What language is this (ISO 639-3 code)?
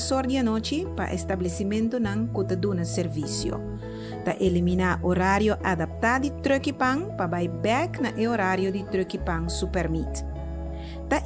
pap